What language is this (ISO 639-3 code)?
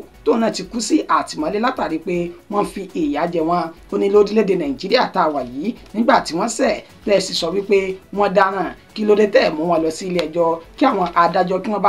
yor